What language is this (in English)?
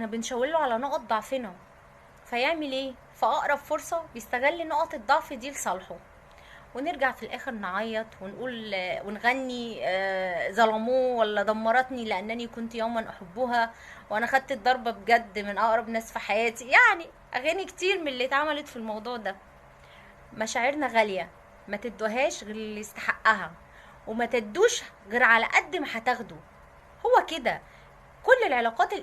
Egyptian Arabic